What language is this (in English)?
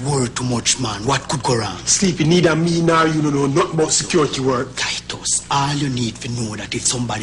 Jamaican Creole English